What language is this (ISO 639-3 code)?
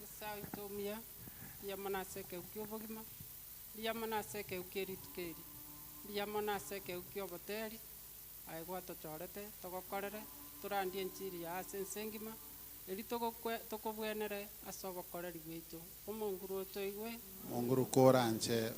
guz